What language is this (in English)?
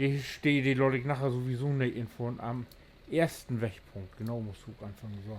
Low German